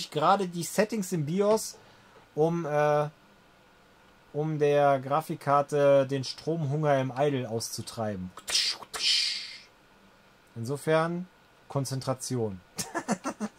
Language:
German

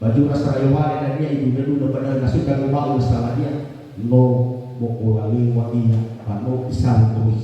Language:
Nias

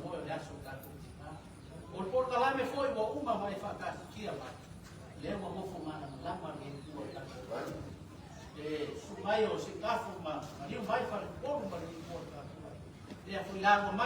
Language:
Samoan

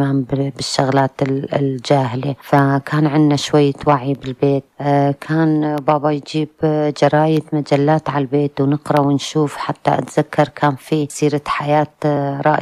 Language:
North Levantine Arabic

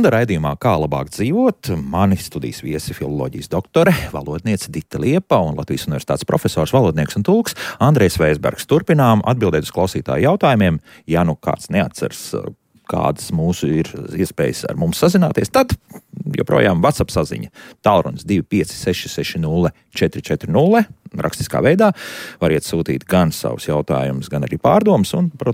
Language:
Latvian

